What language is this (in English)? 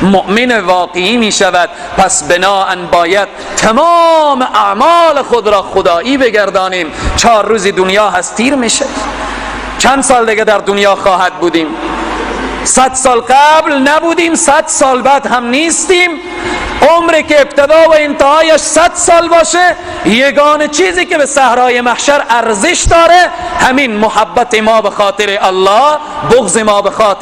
Persian